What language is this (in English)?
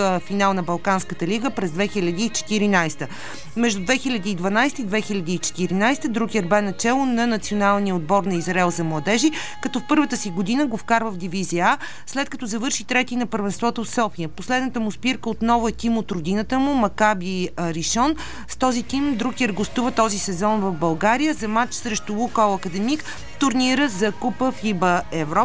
Bulgarian